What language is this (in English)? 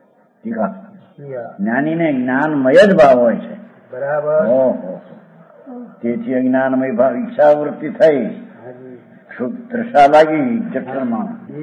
Gujarati